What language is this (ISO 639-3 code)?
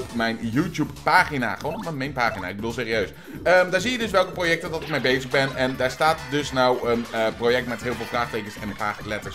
nld